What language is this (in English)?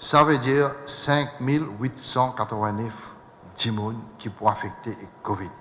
Morisyen